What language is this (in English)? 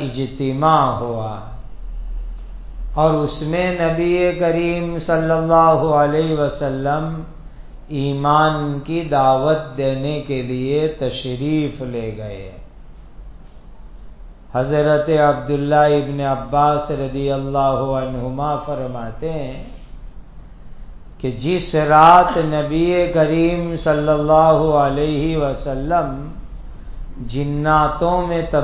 Urdu